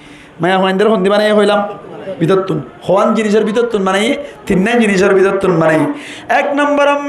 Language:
Rohingya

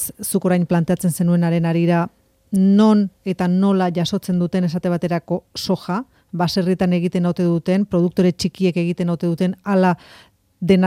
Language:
Basque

